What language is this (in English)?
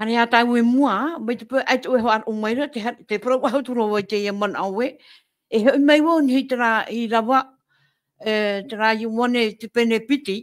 Tahitian